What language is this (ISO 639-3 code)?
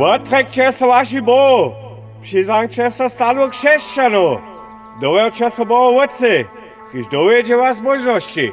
hsb